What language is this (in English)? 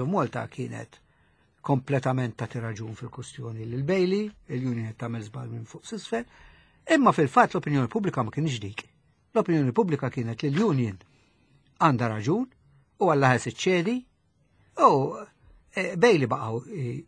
Maltese